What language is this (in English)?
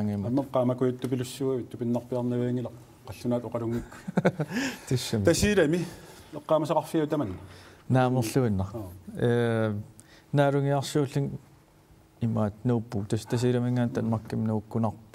Kalaallisut